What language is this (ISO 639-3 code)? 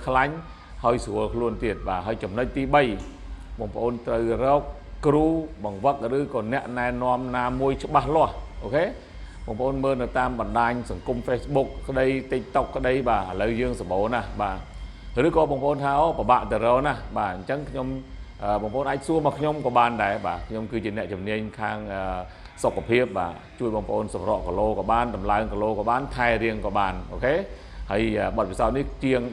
khm